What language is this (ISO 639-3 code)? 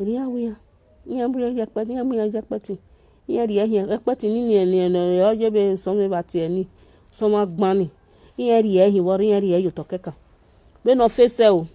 pcm